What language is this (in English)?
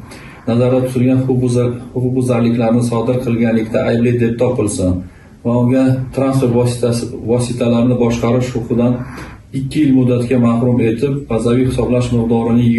Uzbek